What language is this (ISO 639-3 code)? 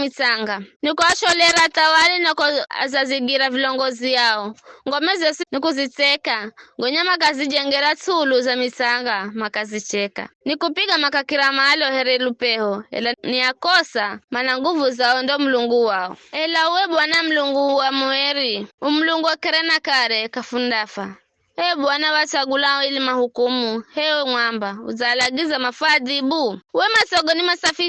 nyf